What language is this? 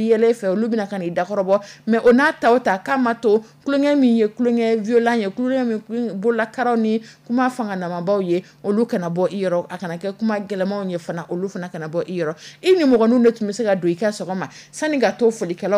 Dyula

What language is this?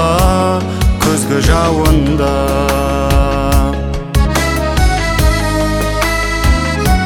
Kazakh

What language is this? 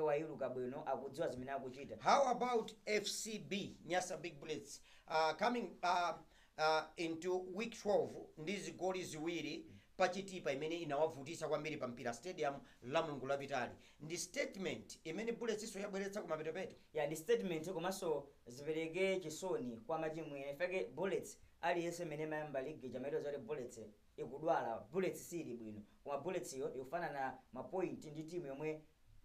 Nyanja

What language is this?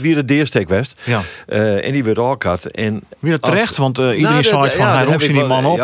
Western Frisian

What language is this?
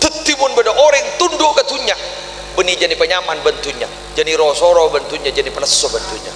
Madurese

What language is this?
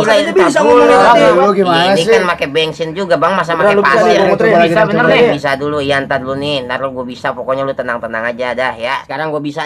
Betawi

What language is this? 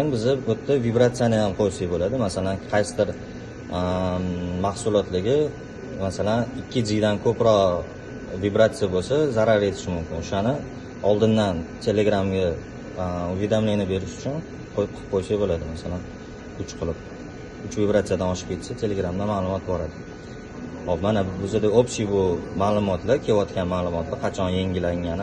Uzbek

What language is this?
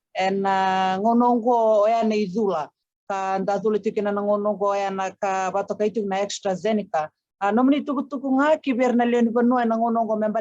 Fijian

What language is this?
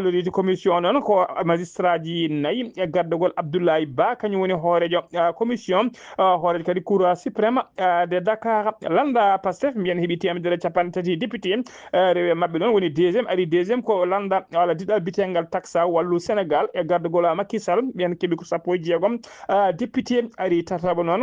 Fula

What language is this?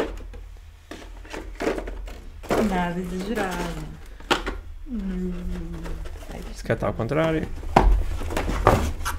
Portuguese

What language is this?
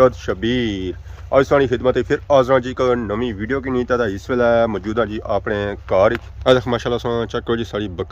Pahari-Potwari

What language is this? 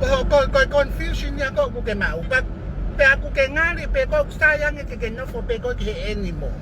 Tongan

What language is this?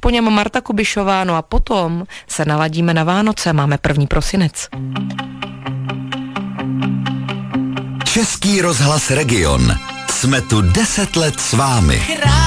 Czech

